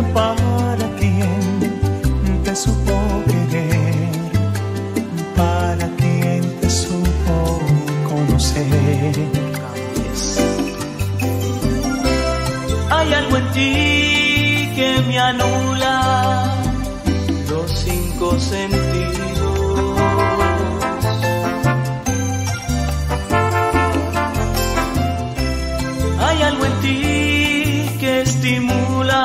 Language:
Spanish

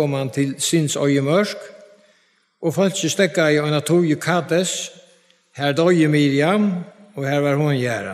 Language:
Faroese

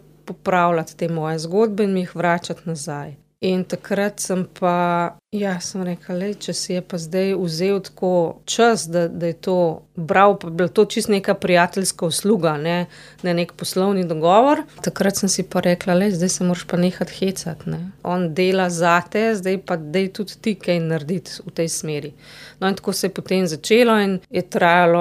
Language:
Slovenian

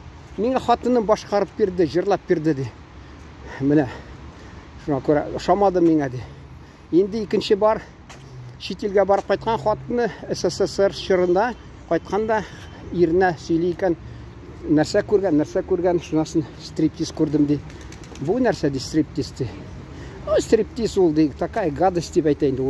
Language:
Tatar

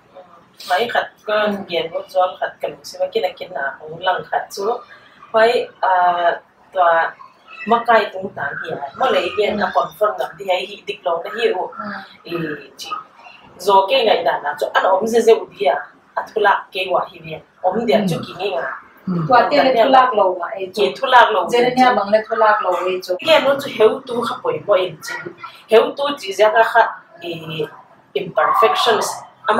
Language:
Paite Chin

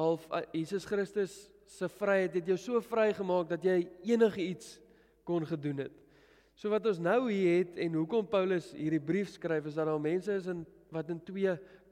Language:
Afrikaans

